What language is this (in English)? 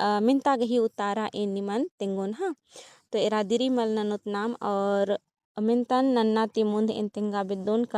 Kurukh